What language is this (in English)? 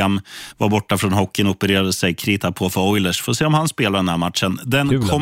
Swedish